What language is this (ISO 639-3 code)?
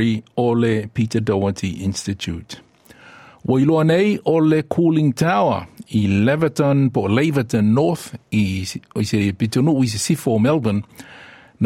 smo